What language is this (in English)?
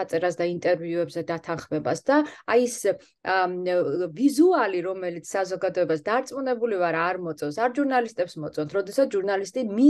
Georgian